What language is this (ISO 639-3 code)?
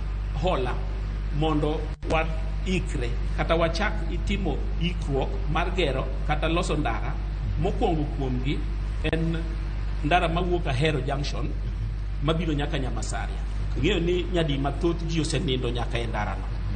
luo